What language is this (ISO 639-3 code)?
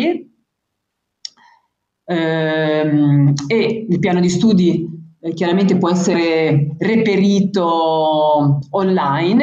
ita